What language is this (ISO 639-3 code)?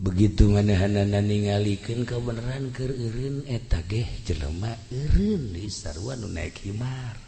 sun